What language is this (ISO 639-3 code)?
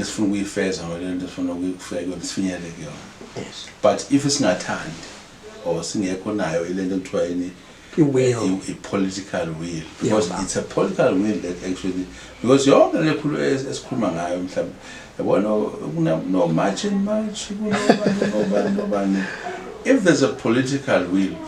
zul